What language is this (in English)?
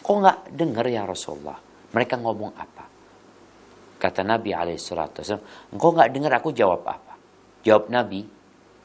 Indonesian